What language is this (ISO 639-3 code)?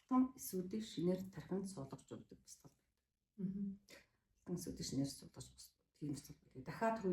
mon